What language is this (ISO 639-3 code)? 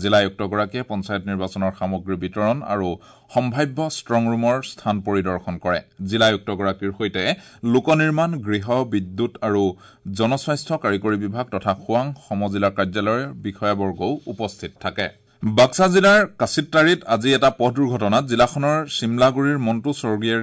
asm